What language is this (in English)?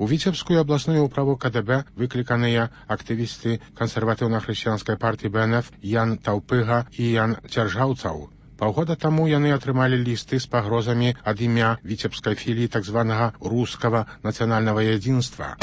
Belarusian